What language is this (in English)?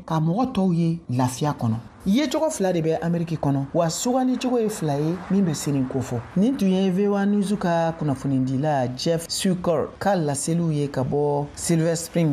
Bambara